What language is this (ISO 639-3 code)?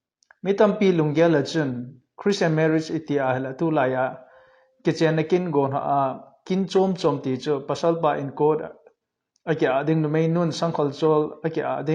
tcz